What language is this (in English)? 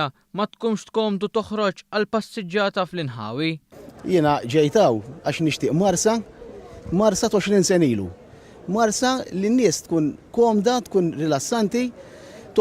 Maltese